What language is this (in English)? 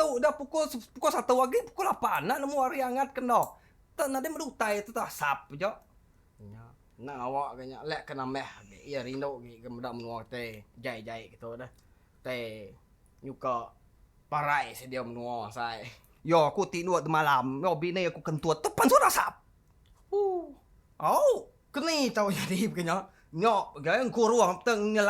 Iban